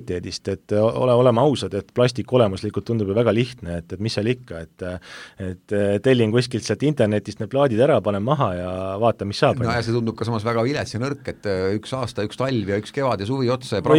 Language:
Estonian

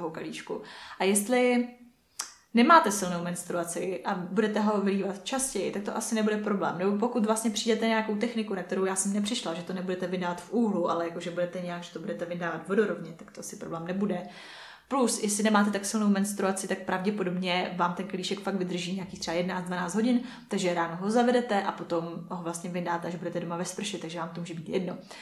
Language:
Czech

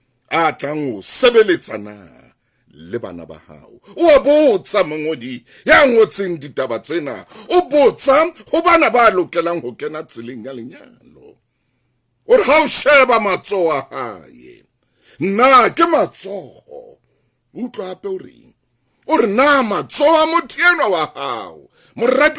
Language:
Southern Sotho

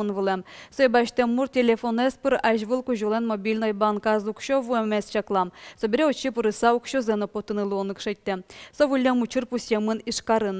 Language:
Udmurt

